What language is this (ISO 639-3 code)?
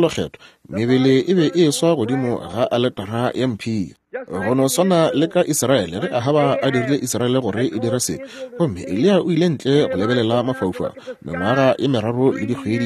nso